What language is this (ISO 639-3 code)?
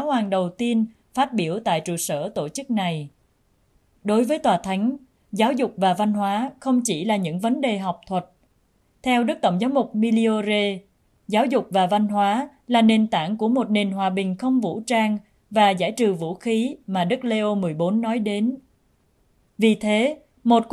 vie